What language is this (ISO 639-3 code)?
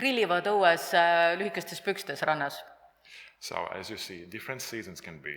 est